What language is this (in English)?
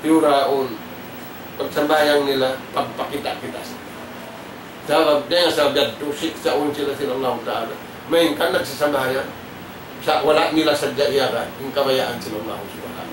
Tausug